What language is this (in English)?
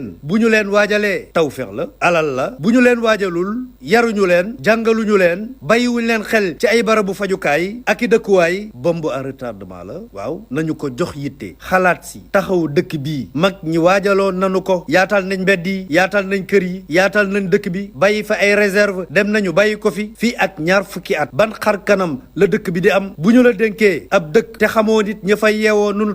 Wolof